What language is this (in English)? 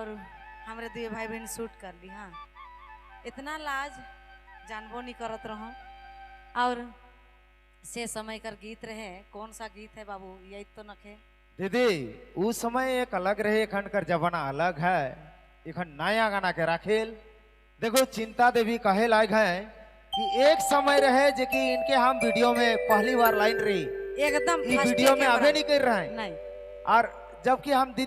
Sadri